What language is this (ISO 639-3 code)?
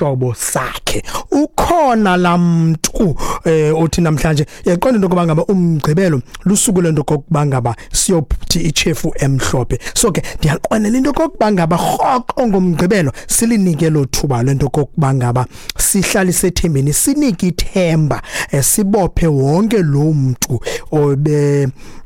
xho